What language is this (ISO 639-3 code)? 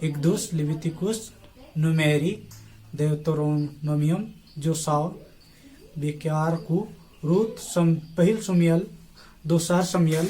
sat